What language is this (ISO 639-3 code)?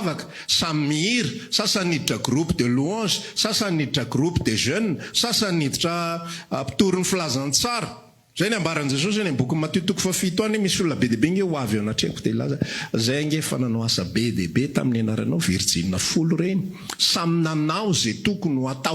mlg